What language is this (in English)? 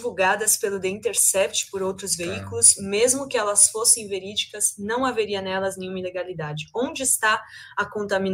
Portuguese